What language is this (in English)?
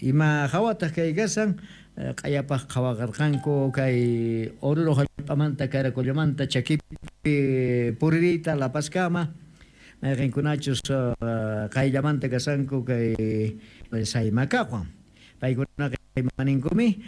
Quechua